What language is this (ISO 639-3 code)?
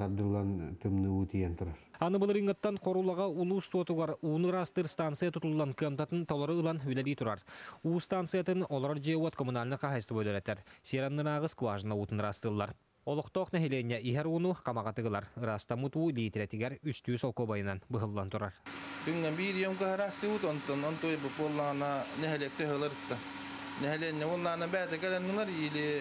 sah